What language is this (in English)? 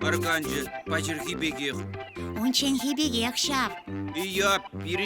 Chuvash